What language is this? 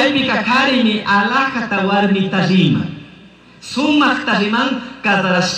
Chimborazo Highland Quichua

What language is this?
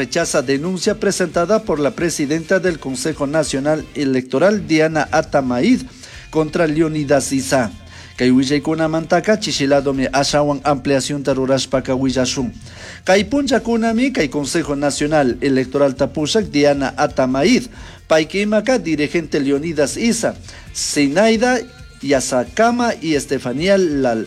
Chimborazo Highland Quichua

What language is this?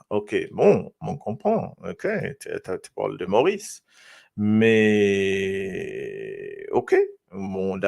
Morisyen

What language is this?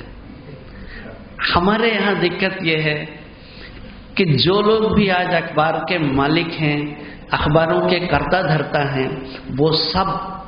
Hindi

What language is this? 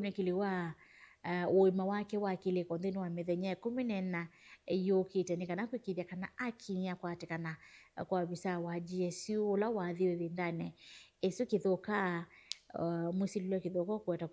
Kamba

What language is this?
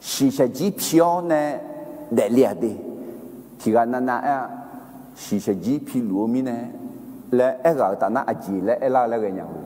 Akha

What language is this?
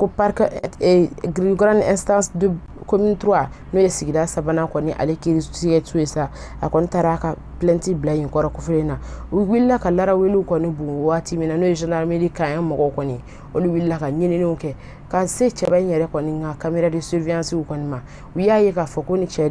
Bambara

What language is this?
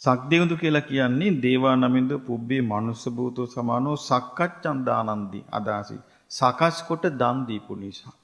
Sinhala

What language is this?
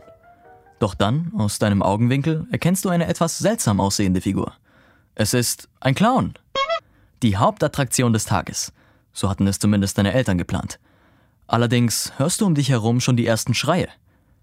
German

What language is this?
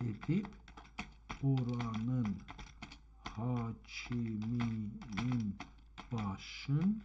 South Azerbaijani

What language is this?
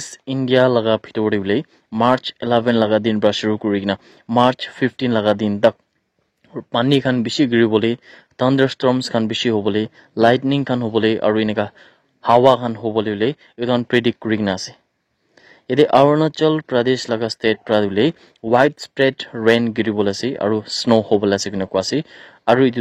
Naga Pidgin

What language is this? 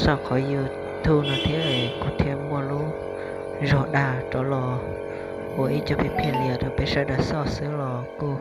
Hmong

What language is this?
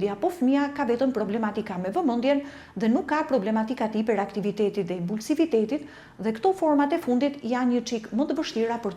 Albanian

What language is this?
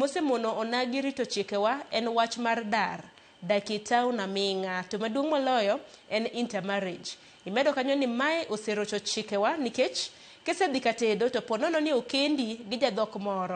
Luo (Kenya and Tanzania)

